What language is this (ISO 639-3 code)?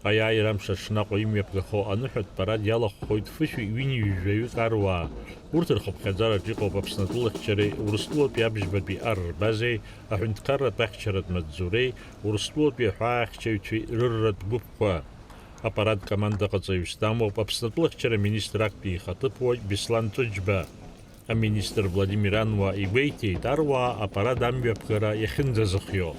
abk